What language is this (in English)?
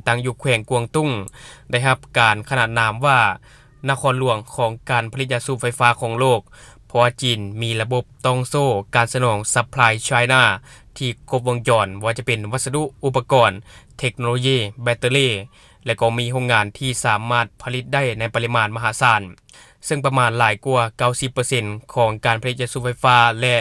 Lao